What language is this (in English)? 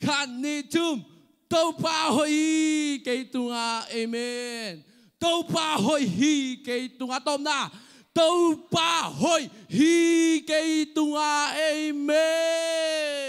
Tedim Chin